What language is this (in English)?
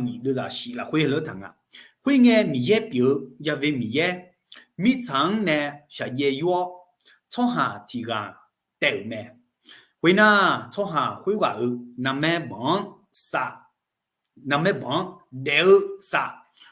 Akha